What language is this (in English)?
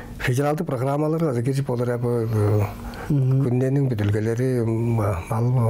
Tuvinian